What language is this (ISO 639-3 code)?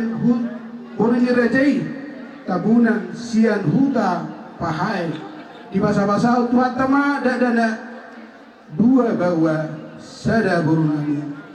bbc